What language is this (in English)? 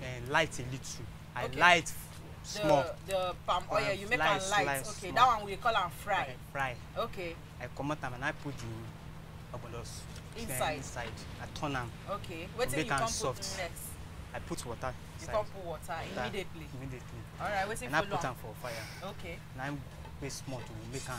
Nigerian Pidgin